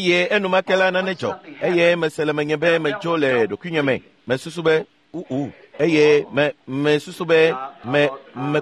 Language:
Ewe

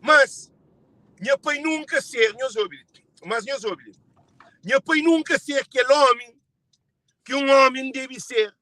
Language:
Kabuverdianu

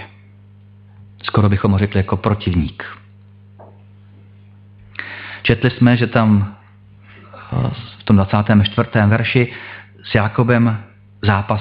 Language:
Czech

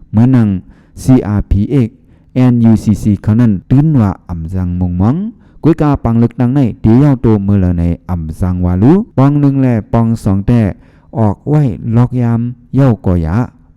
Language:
Shan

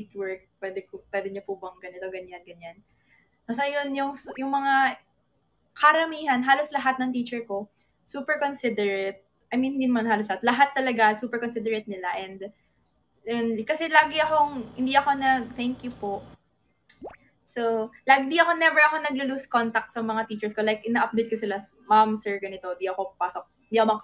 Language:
Filipino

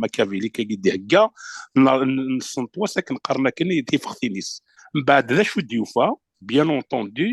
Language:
Kabyle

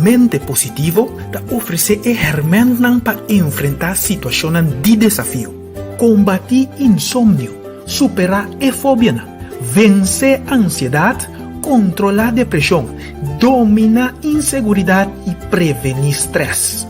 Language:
Papiamento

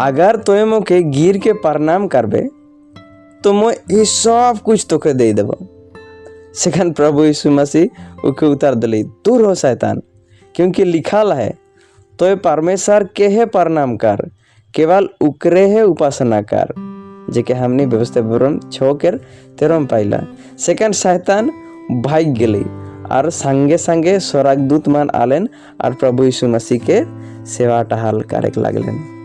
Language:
Sadri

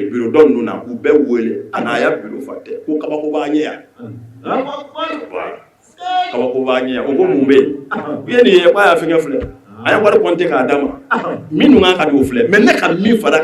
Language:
Bambara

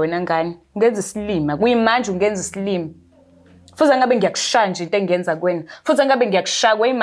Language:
Zulu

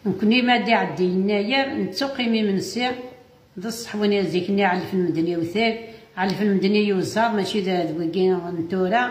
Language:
Kabyle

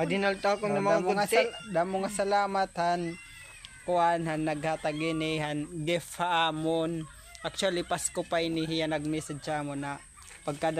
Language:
Waray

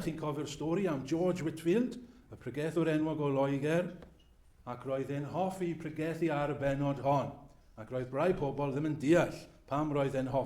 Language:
Welsh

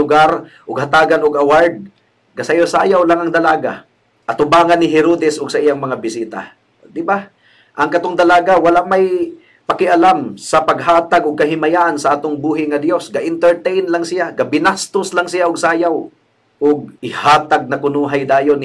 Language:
Cebuano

